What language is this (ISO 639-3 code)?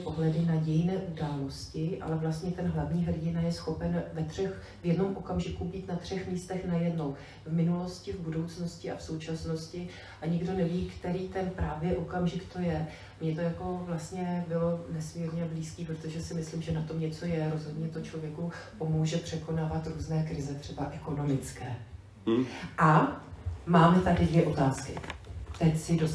ces